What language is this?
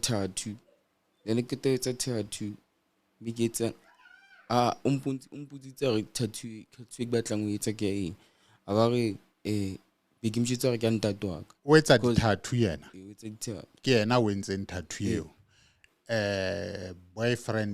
Southern Sotho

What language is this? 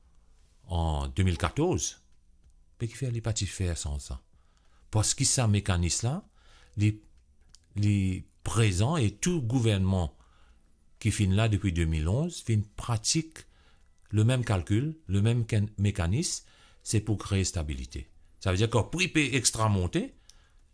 Morisyen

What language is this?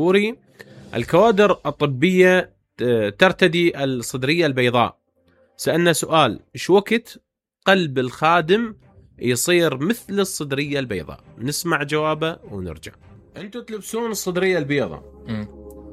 Mesopotamian Arabic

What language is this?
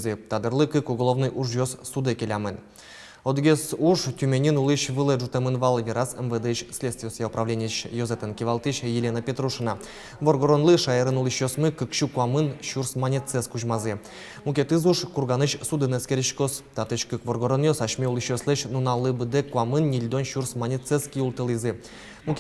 Udmurt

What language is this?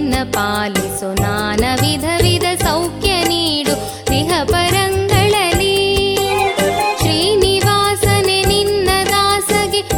Kannada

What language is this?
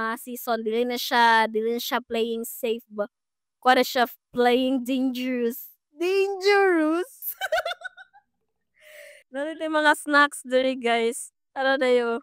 Cebuano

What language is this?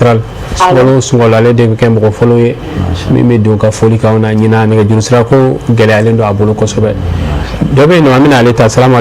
Bambara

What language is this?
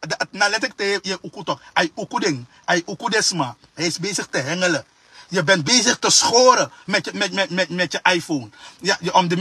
Sranan Tongo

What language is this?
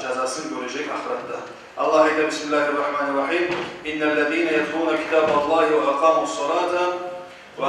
Kumyk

